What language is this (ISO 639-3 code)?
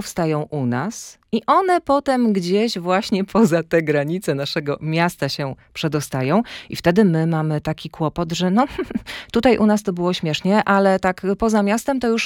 pol